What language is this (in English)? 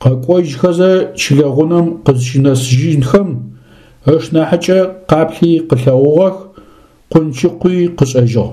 Adyghe